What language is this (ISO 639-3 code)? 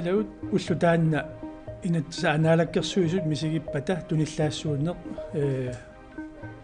kal